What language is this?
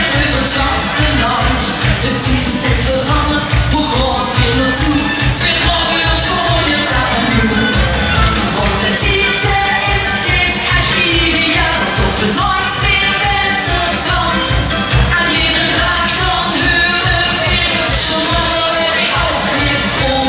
Limburgish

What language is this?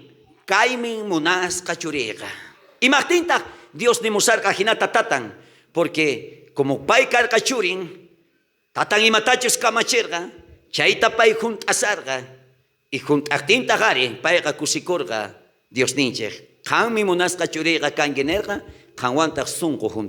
South Bolivian Quechua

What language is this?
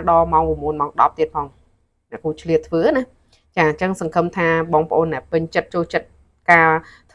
Khmer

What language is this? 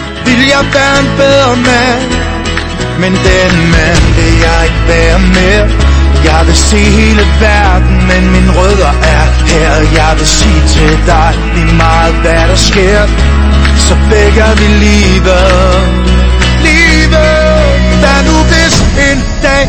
Danish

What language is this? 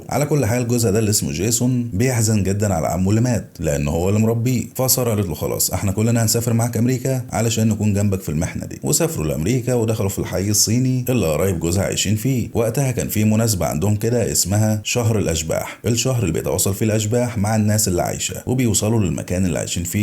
Egyptian Arabic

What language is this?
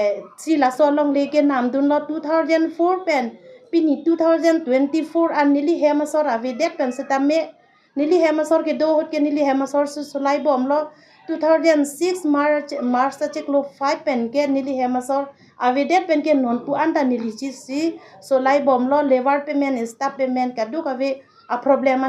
Karbi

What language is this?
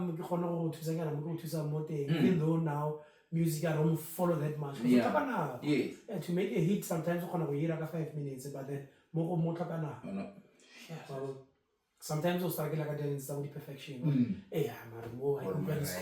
Tswana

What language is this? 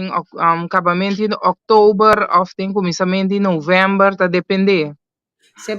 Papiamento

